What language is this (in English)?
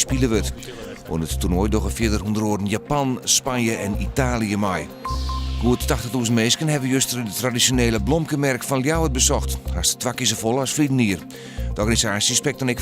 Western Frisian